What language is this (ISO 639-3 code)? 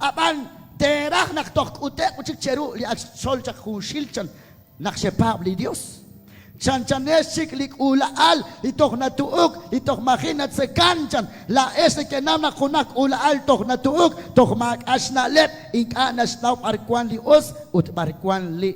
kek